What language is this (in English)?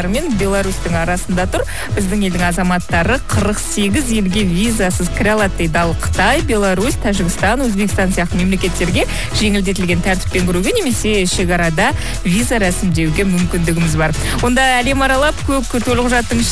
Kazakh